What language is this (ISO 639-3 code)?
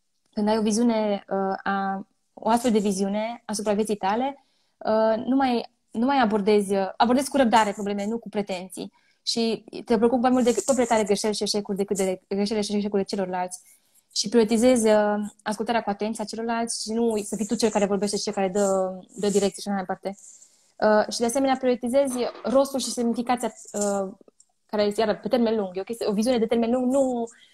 ron